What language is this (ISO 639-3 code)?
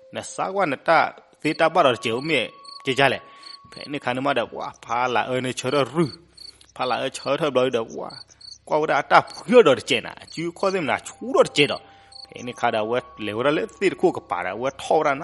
ksw